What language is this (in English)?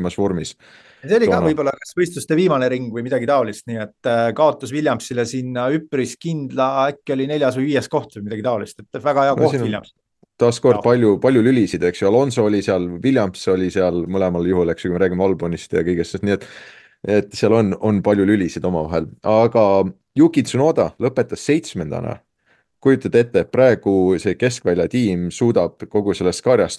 Estonian